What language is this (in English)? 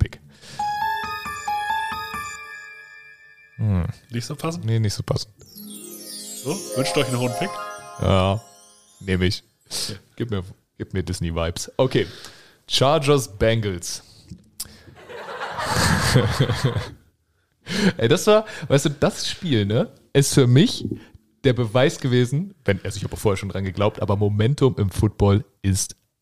German